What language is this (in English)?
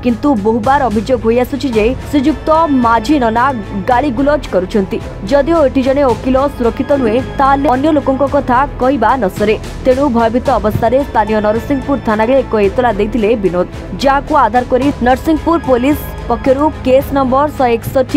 Odia